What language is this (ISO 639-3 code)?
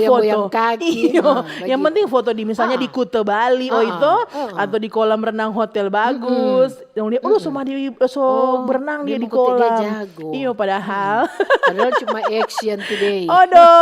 xmm